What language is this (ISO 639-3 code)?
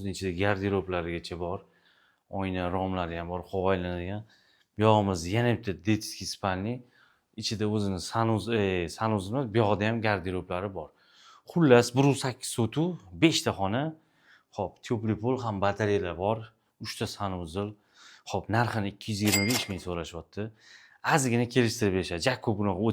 uzb